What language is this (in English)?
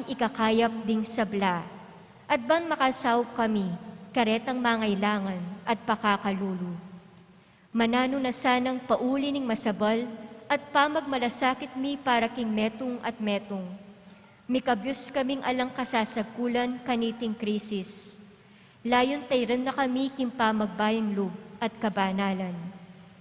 Pampanga